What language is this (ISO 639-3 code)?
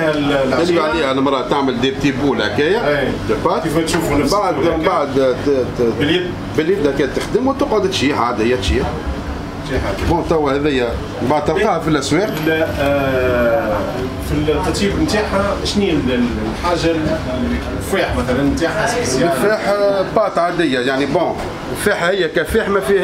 aeb